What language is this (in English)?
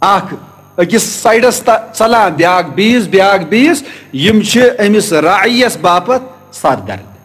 Kashmiri